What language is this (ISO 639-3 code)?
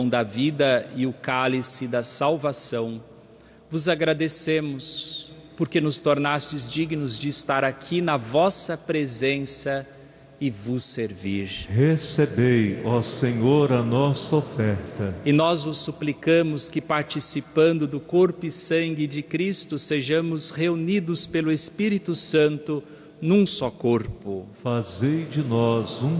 por